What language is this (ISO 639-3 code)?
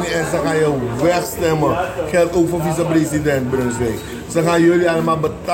srn